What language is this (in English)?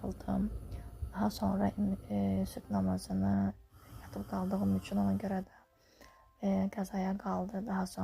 Azerbaijani